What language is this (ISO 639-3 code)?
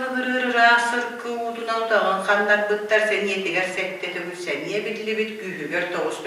sah